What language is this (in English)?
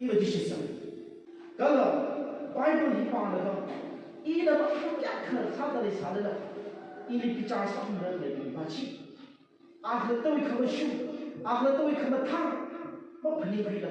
Tangkhul Naga (India)